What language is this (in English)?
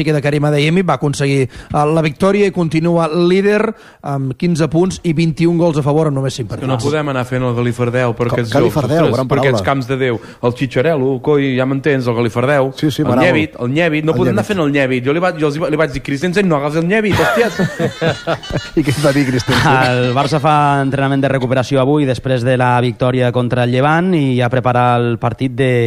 Catalan